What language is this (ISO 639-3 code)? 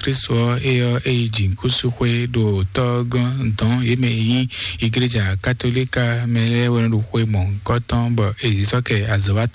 fon